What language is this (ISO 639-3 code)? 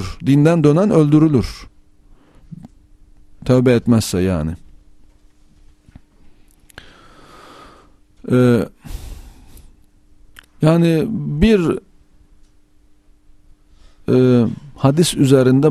tur